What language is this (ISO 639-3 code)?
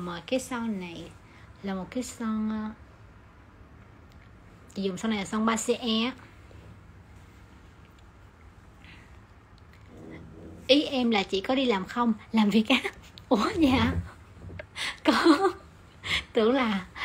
vie